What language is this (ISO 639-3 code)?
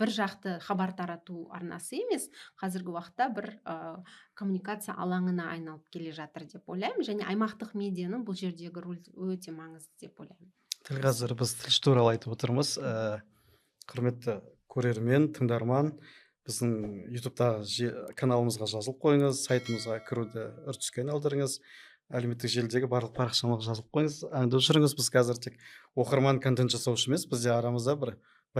kaz